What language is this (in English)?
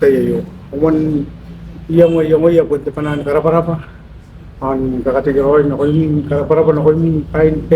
Gilbertese